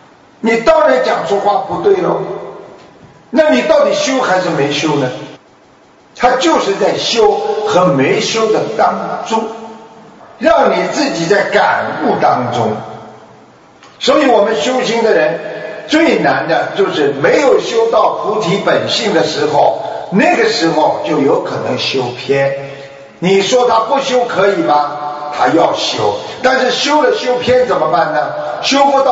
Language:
Chinese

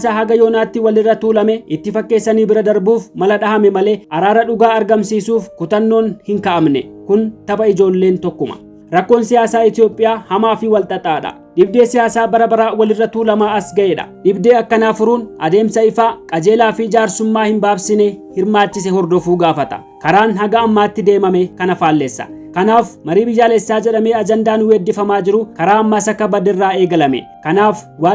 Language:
Oromo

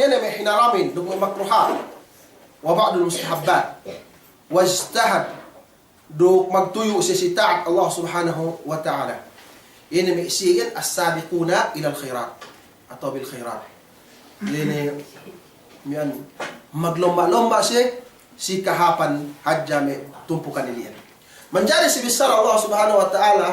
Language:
Yakan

